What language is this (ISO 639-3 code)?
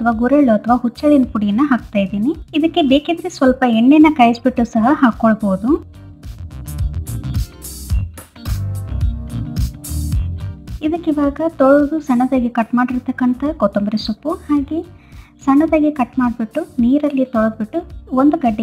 kan